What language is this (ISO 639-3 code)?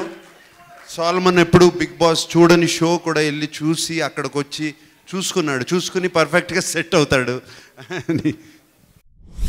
tel